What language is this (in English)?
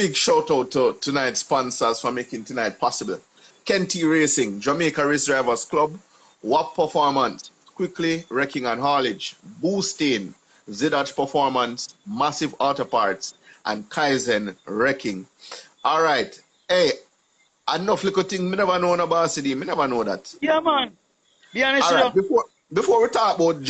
Jamaican Creole English